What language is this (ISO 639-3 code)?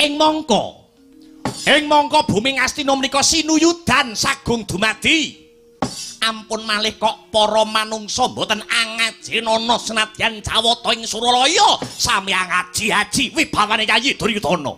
jav